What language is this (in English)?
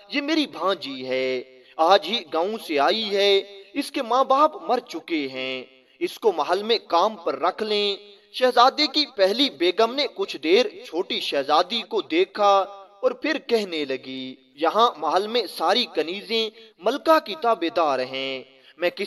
Urdu